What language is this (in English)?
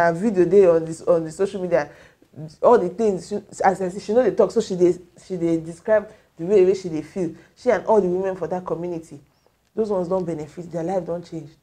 Nigerian Pidgin